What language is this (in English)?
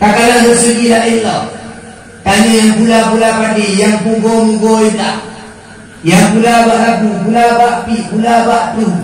Achinese